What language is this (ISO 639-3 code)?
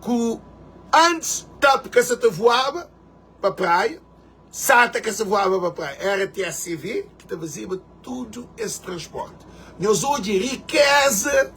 kea